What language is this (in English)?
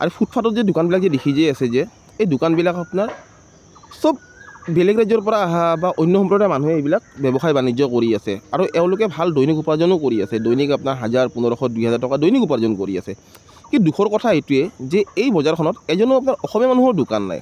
Assamese